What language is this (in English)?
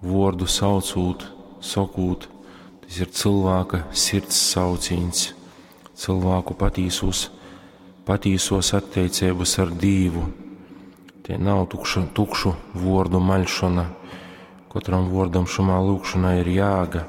Latgalian